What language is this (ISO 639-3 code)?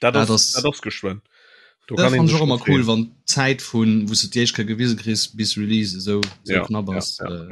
ltz